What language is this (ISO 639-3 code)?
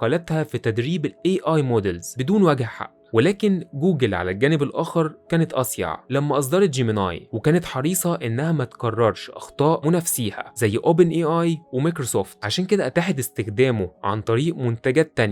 arz